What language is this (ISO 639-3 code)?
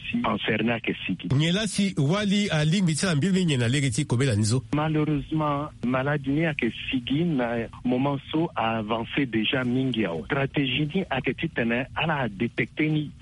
sag